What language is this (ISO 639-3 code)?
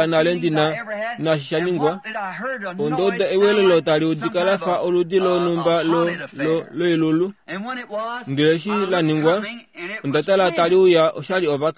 kua